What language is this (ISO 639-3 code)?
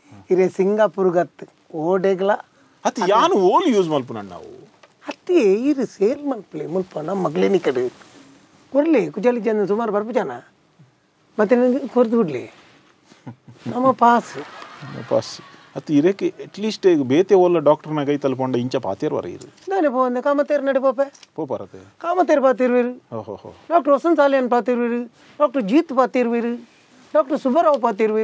tcy